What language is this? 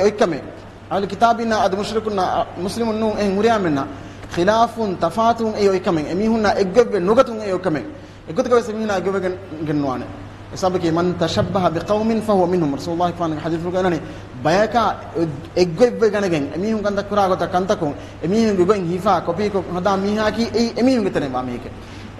Divehi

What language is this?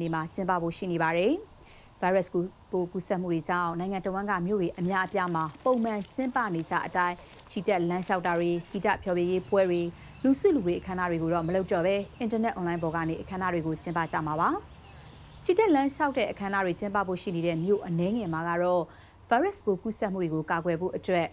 Burmese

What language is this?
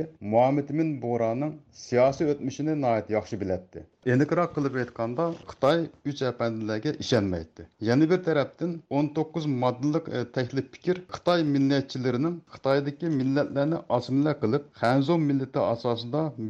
Uyghur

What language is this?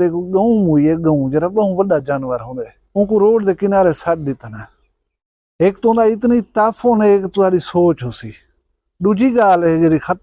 Saraiki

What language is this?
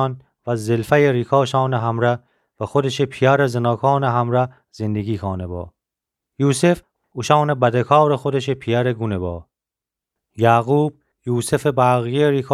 Gilaki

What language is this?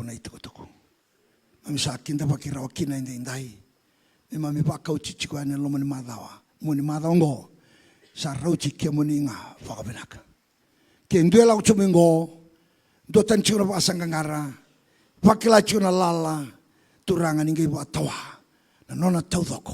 Fijian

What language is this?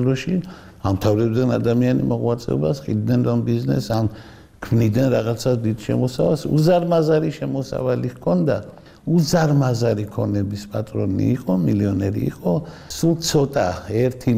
Georgian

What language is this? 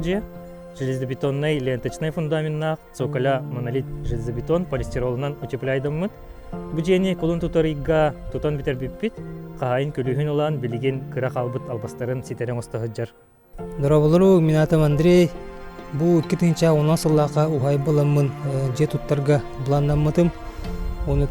Yakut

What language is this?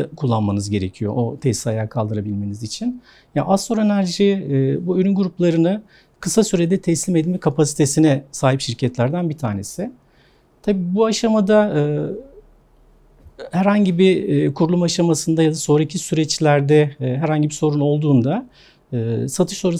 Turkish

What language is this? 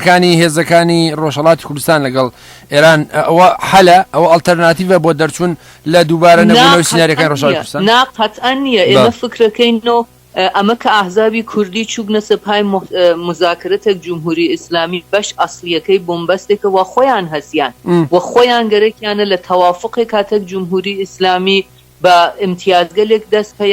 Central Kurdish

